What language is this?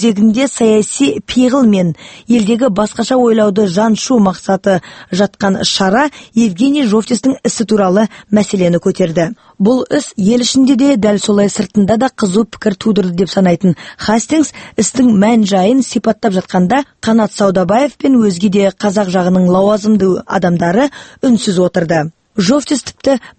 Kazakh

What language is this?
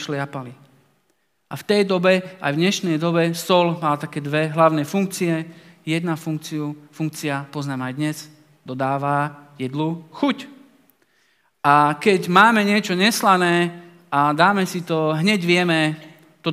Slovak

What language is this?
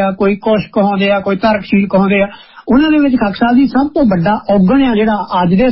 Punjabi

